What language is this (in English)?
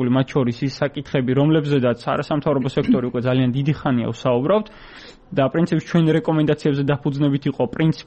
Georgian